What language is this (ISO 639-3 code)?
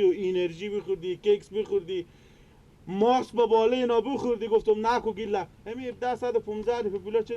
fas